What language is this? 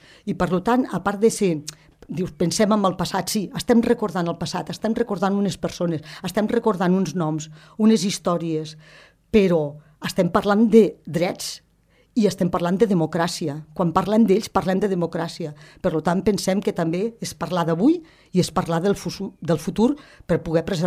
Catalan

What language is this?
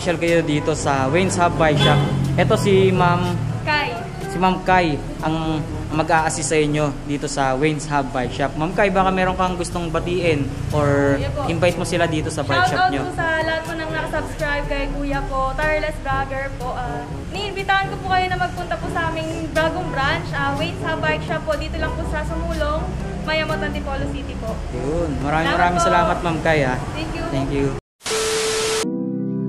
Filipino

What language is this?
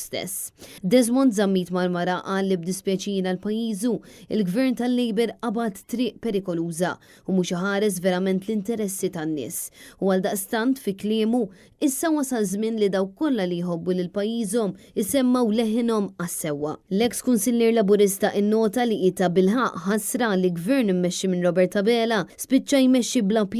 Maltese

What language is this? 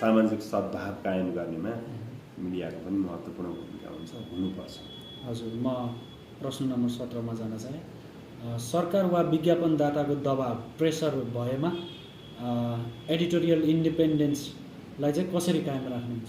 Nepali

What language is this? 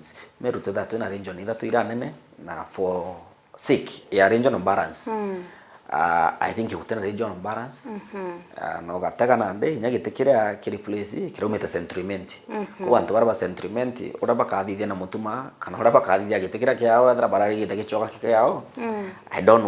Meru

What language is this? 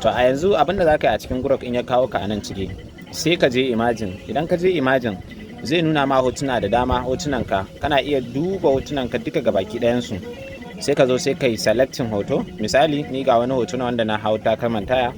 Hausa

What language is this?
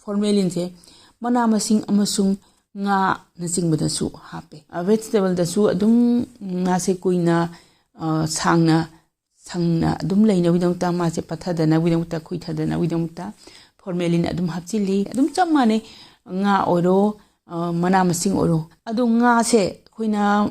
Manipuri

